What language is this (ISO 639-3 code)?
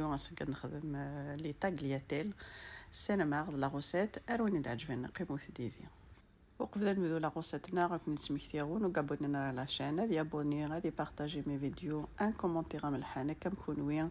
kab